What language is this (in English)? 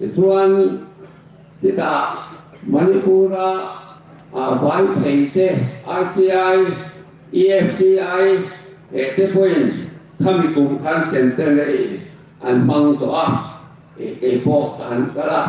Hmar